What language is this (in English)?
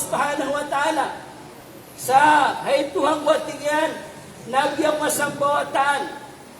Maranao